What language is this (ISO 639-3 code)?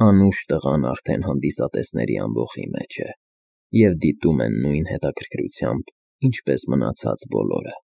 hye